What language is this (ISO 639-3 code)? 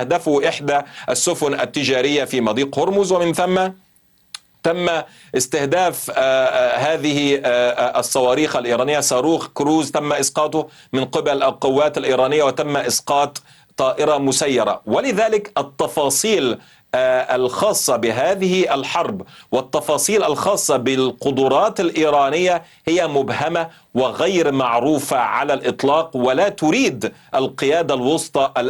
ara